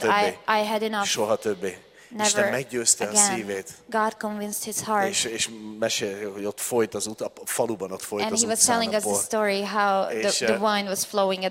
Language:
Hungarian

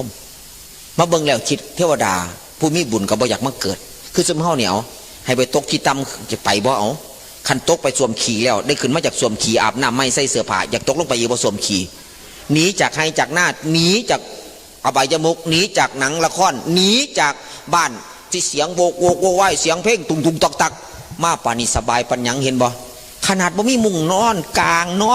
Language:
Northeastern Thai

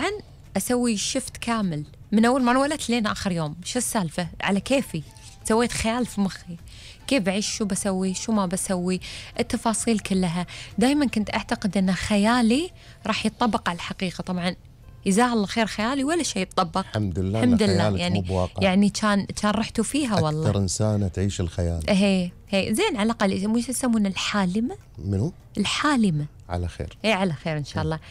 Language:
Gulf Arabic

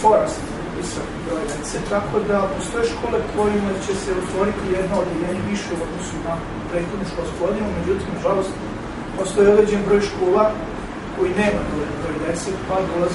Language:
Serbian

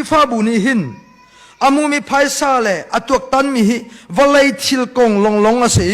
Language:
Hakha Chin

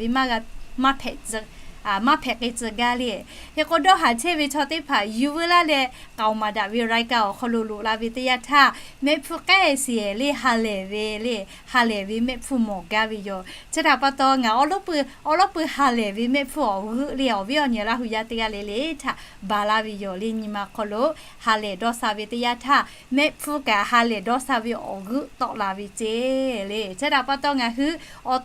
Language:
Lahu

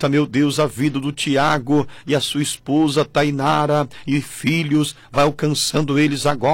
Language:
Portuguese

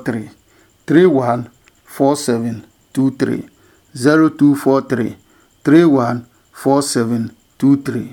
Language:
Adangme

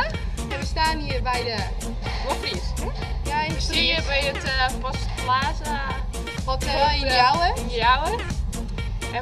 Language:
Western Frisian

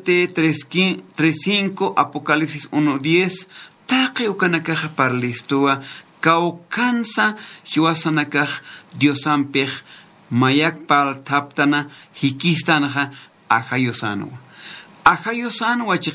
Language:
Aymara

